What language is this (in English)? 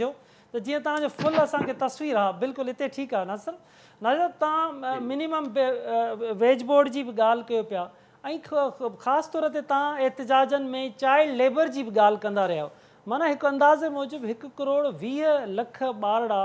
Sindhi